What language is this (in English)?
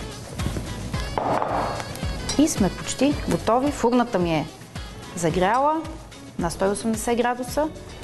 Bulgarian